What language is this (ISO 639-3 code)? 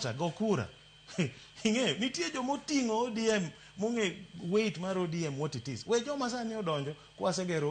luo